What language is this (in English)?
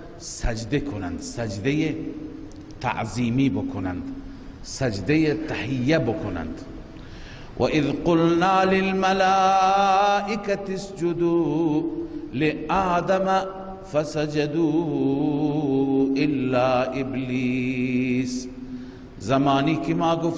Persian